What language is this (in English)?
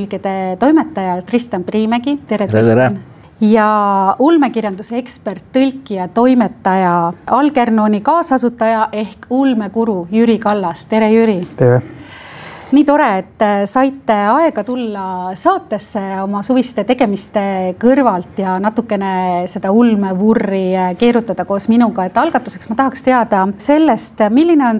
Estonian